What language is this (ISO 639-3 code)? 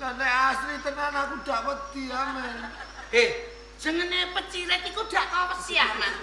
jav